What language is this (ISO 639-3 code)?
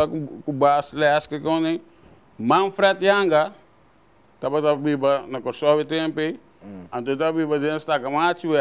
pap